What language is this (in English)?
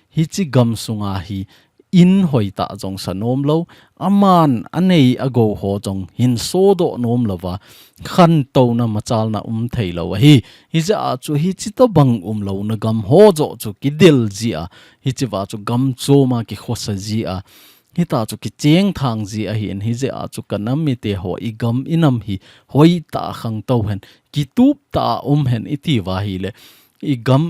Thado Chin